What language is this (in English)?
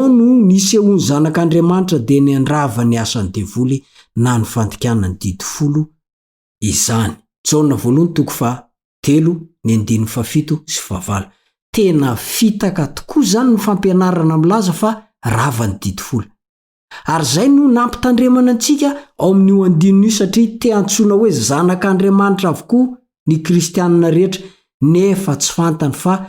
Malagasy